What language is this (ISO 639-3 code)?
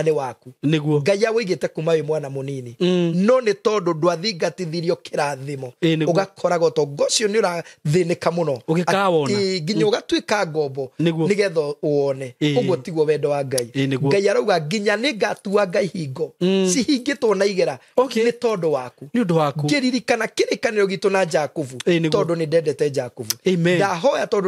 kik